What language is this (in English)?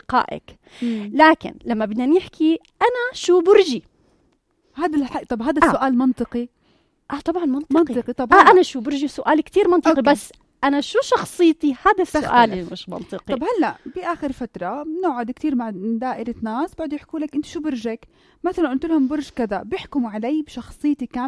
North Levantine Arabic